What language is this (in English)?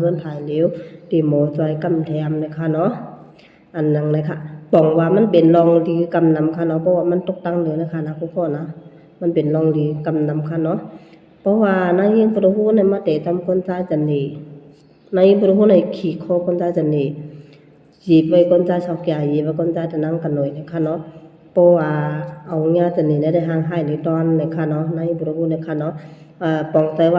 Shan